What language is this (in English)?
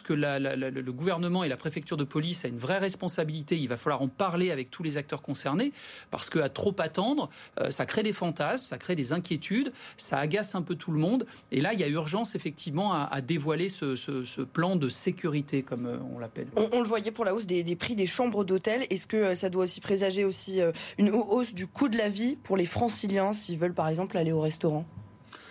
French